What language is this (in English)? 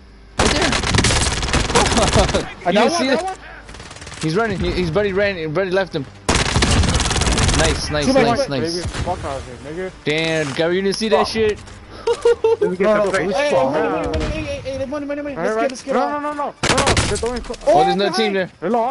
English